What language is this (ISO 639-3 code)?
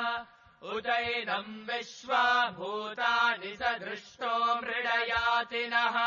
san